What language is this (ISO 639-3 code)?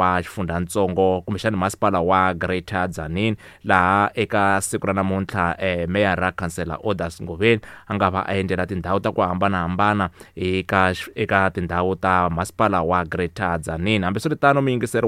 tso